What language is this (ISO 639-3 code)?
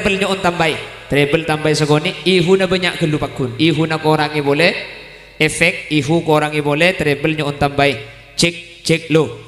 mad